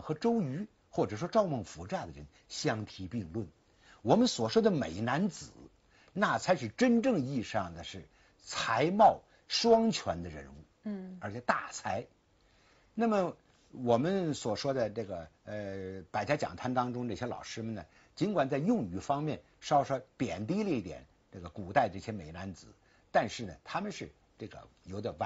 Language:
Chinese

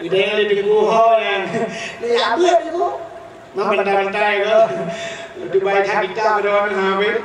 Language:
Achinese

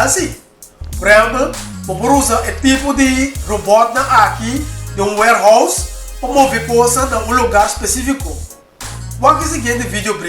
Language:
Papiamento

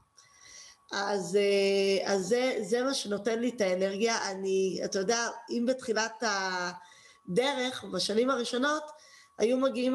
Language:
Hebrew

